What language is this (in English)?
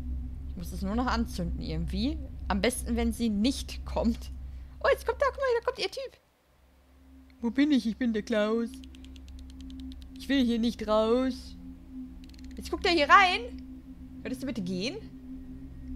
German